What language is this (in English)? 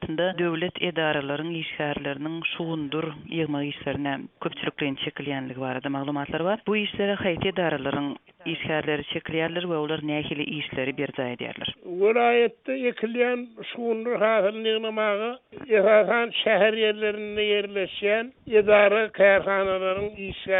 Turkmen